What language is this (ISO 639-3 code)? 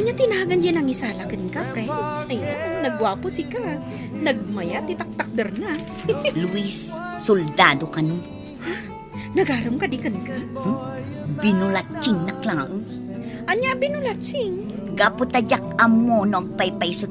ilo